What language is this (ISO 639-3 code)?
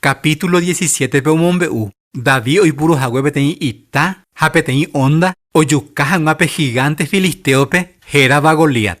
grn